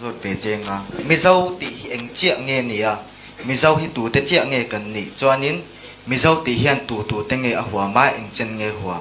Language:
Thado Chin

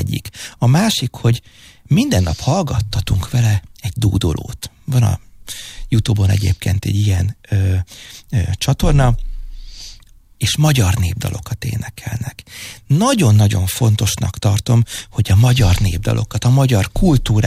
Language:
Hungarian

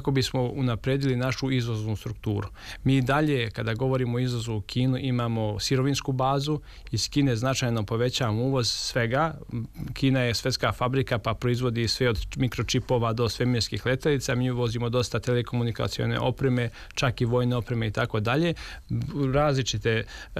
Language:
Serbian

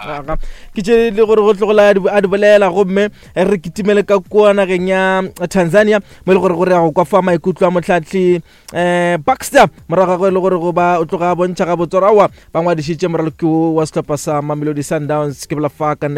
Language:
Northern Sotho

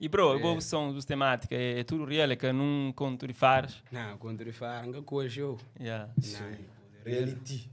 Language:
Kabuverdianu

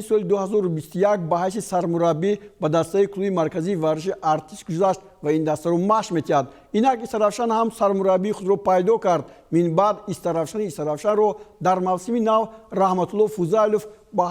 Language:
Tajik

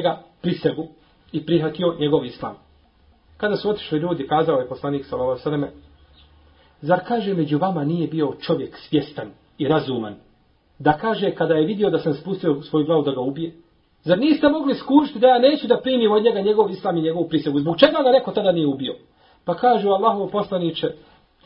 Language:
Bosnian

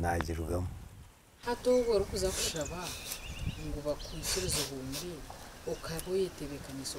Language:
Nyankole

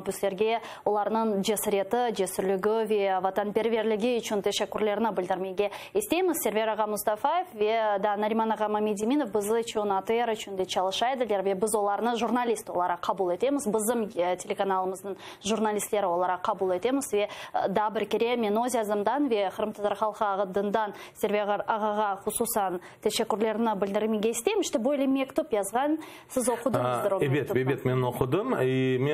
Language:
Crimean Tatar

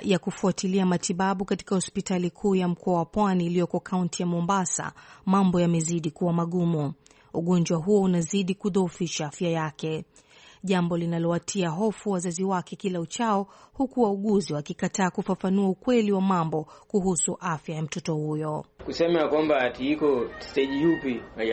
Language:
Swahili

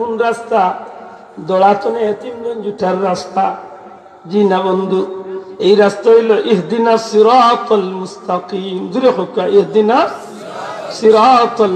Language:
Sylheti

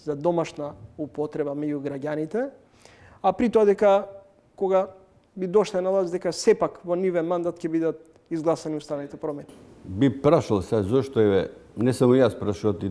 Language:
Macedonian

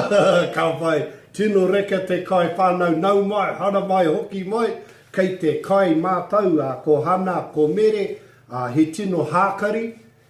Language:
Māori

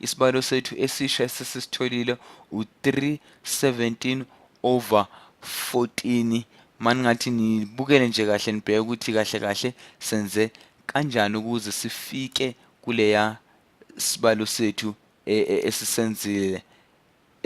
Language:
Zulu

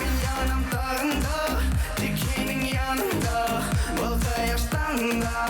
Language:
Bashkir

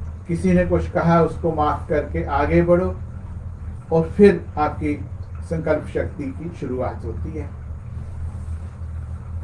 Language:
Hindi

